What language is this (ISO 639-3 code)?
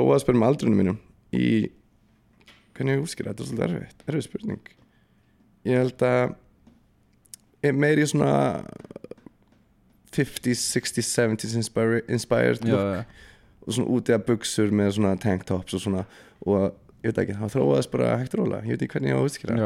isl